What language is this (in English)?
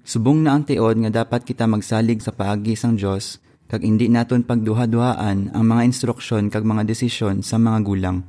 Hiligaynon